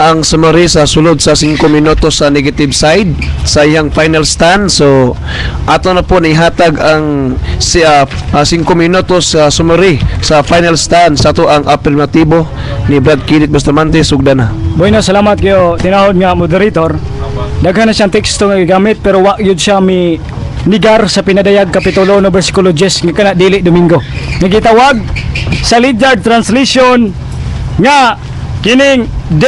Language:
Cebuano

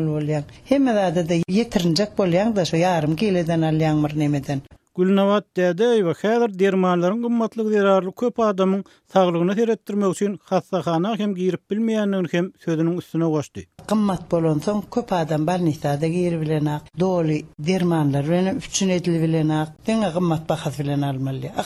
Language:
Turkmen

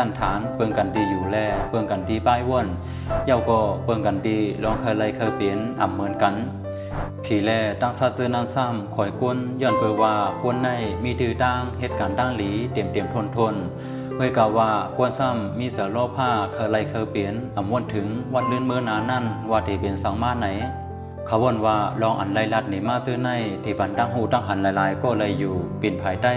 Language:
Shan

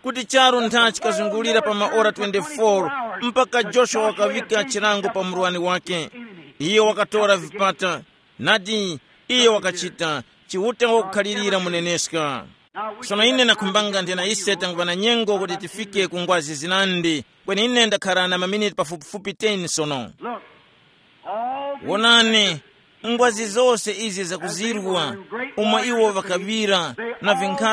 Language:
Tumbuka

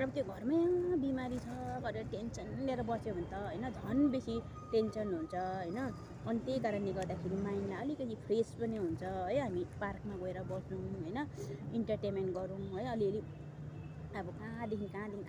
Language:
Nepali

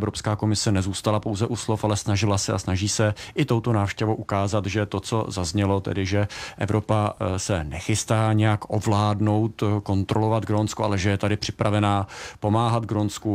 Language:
Czech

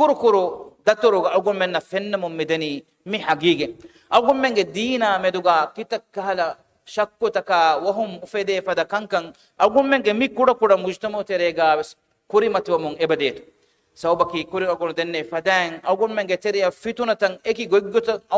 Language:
Divehi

